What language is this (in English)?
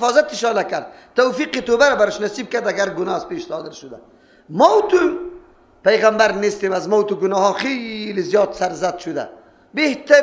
Persian